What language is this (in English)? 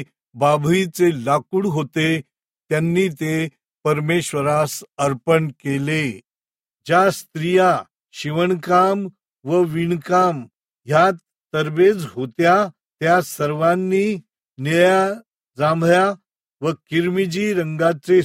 Marathi